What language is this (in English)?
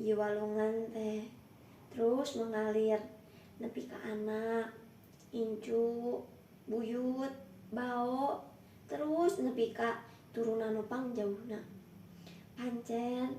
Sundanese